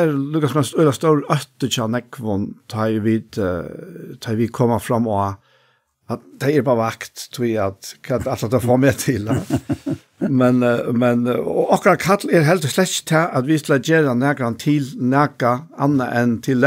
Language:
Faroese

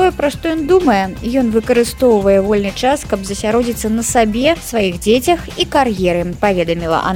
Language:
Belarusian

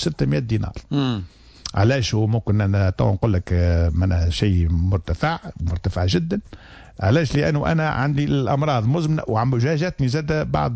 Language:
Tunisian Arabic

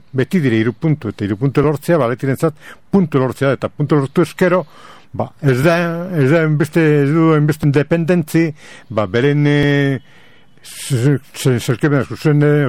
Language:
Basque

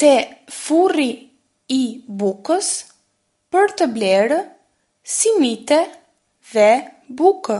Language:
Albanian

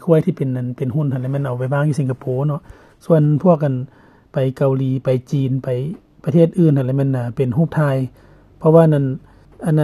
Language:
Lao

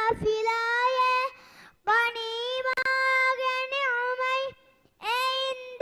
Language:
Divehi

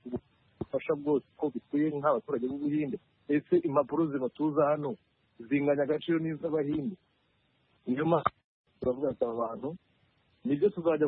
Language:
Kinyarwanda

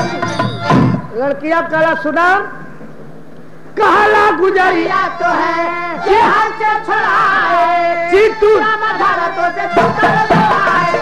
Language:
Bhojpuri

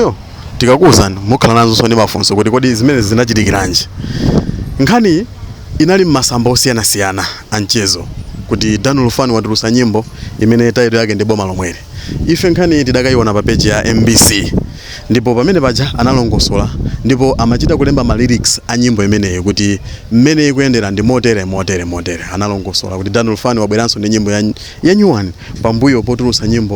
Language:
Nyanja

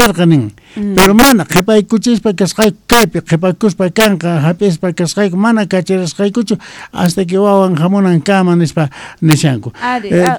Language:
South Bolivian Quechua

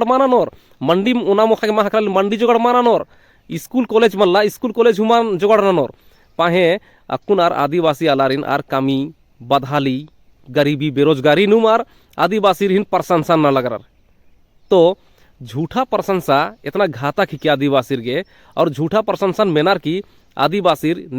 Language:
Kurukh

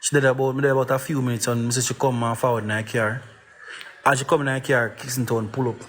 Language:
Jamaican Creole English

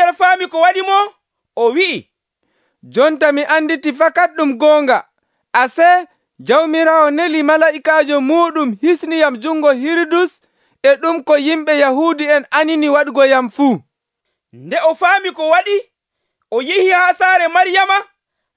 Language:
Nigerian Fulfulde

